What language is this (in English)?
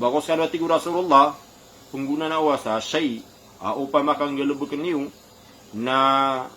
Maranao